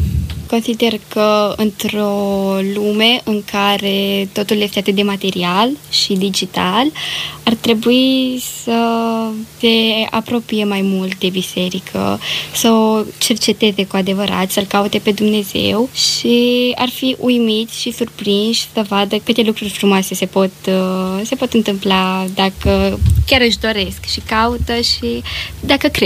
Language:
Romanian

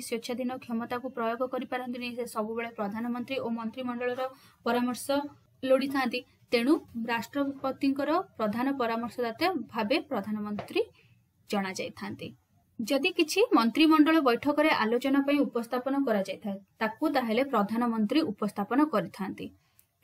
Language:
Odia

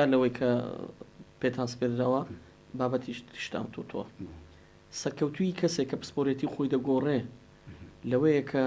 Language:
Central Kurdish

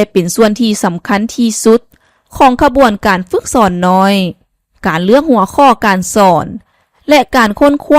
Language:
Lao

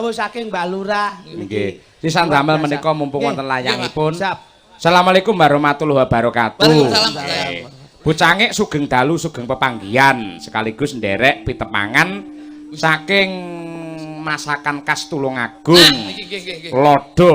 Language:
Javanese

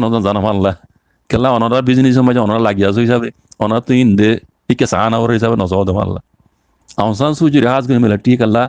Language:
Rohingya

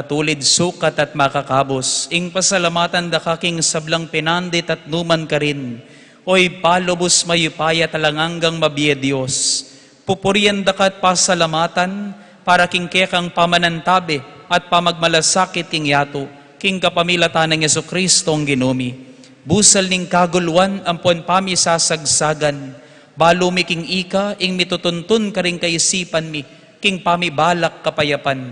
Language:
Pampanga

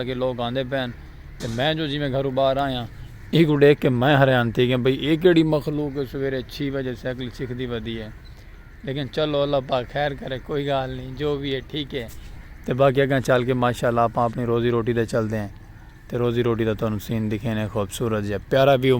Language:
Saraiki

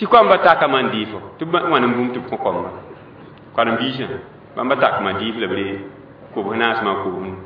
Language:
Mossi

